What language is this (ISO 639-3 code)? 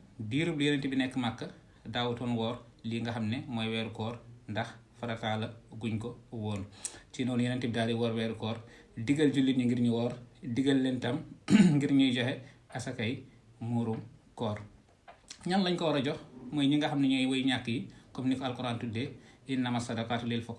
wol